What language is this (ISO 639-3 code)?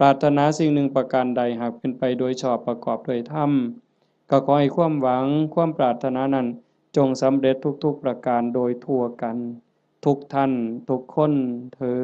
lao